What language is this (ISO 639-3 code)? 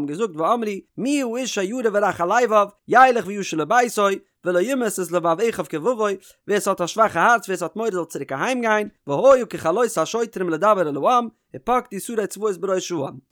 yid